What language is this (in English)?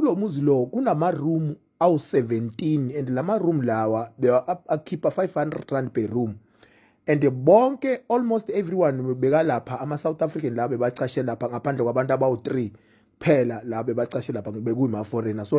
Zulu